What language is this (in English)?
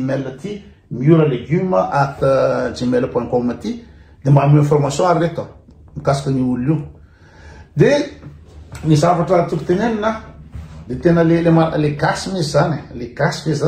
Malagasy